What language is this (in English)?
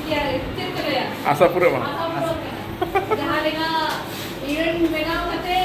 Santali